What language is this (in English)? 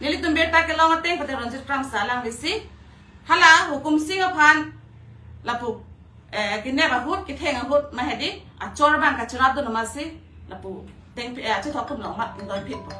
Karbi